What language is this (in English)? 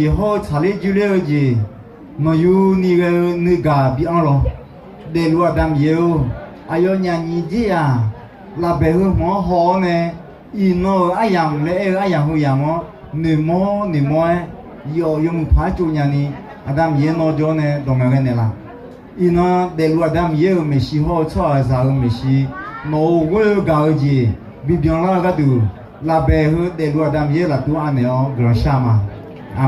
Akha